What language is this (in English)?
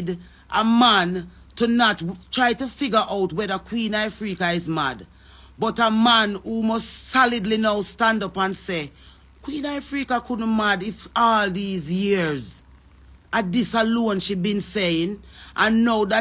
Jamaican Creole English